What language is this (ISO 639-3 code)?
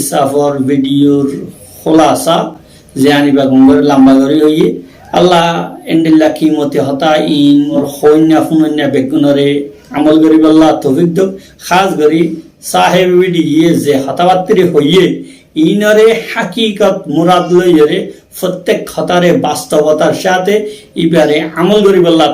rhg